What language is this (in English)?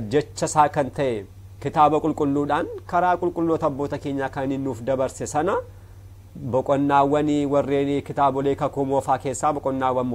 Oromo